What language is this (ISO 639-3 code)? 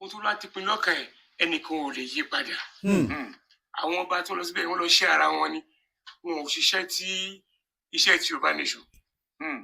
yor